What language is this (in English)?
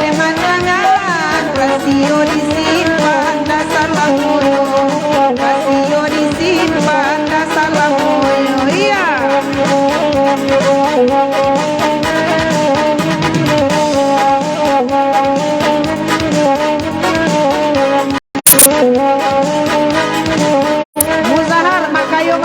Minangkabau